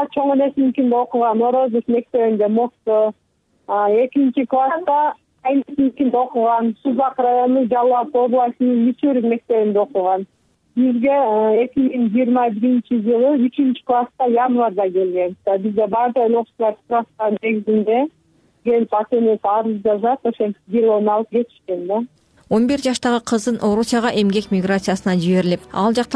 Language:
Kyrgyz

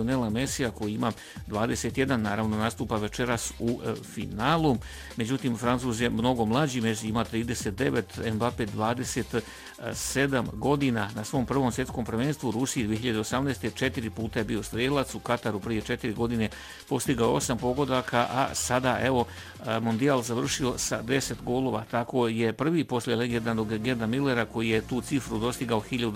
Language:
Bosnian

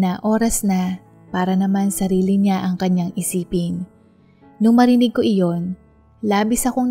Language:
Filipino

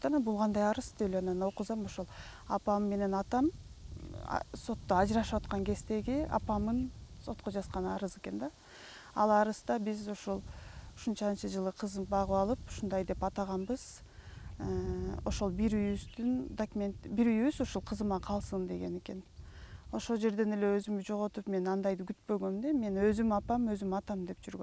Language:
Kyrgyz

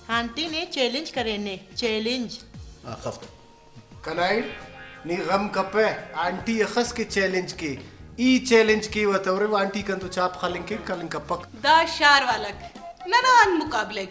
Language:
Brahui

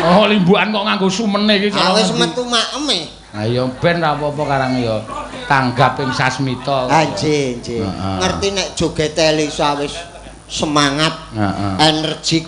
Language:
Javanese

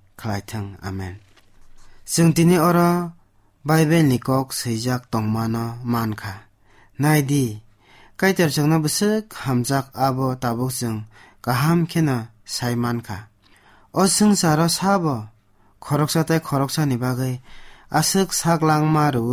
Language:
Kok Borok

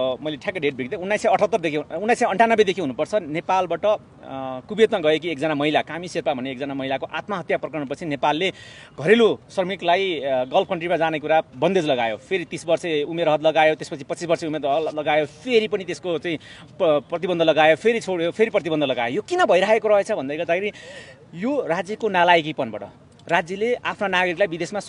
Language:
Nepali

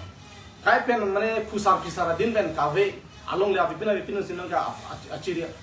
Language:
Karbi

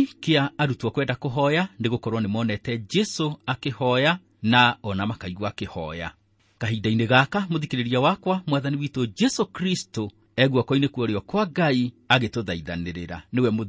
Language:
Kikuyu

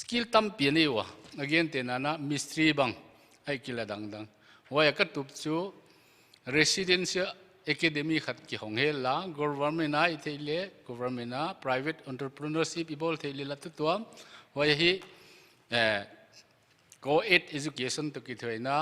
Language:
Paite Chin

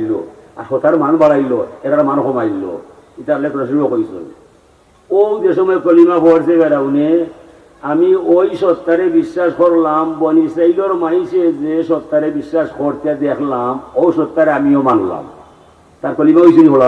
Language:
Sylheti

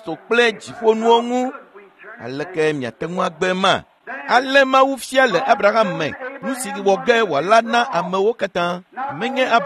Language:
Ewe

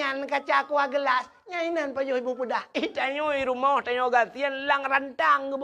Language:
Achinese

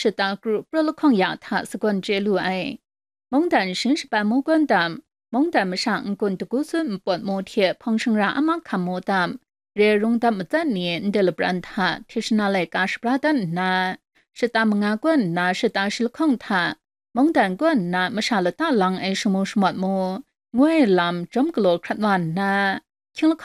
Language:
Kachin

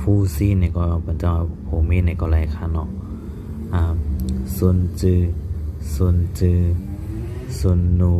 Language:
Shan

